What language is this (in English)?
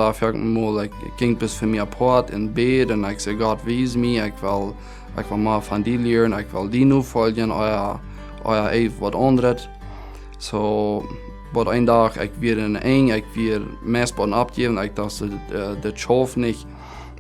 Plautdietsch